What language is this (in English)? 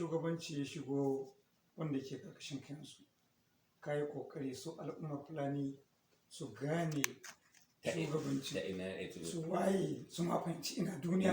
Hausa